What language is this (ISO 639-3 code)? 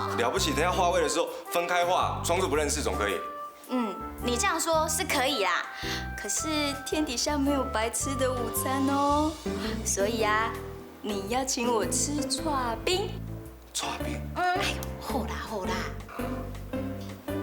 hak